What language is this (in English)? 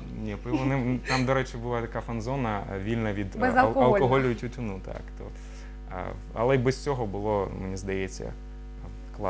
Ukrainian